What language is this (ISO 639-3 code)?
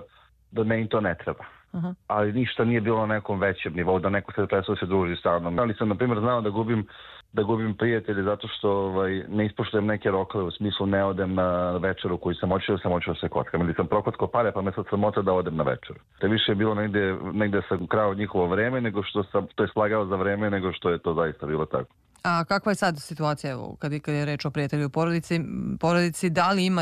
srp